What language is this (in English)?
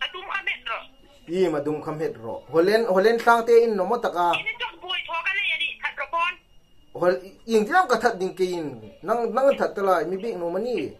Hmar